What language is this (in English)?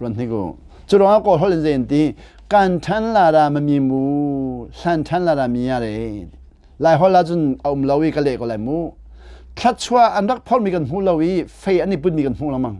Hakha Chin